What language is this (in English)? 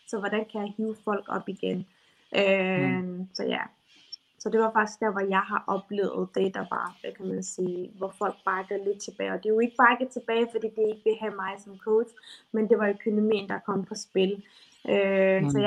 Danish